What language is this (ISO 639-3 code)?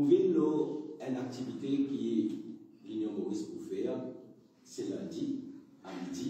mfe